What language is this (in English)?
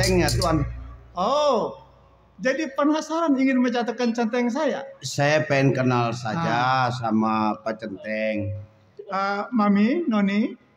Betawi